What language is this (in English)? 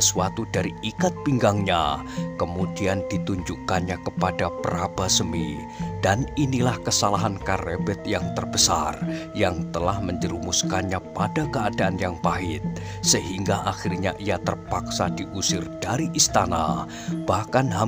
Indonesian